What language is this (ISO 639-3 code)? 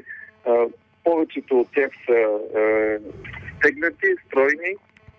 bul